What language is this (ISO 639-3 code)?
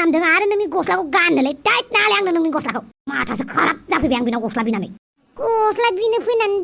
brx